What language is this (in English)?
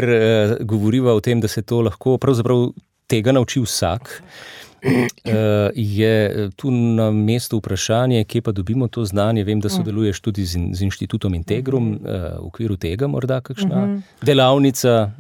Slovenian